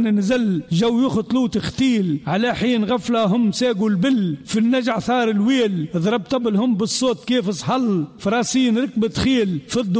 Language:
Tunisian Arabic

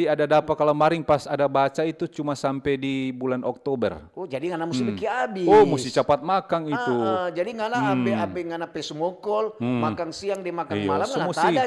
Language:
Manado Malay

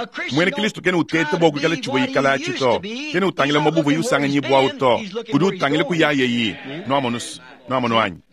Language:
Luba-Lulua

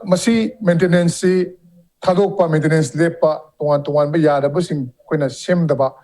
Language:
Manipuri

